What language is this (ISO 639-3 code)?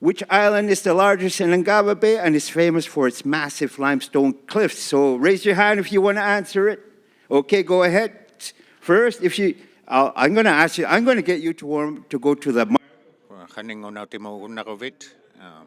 iku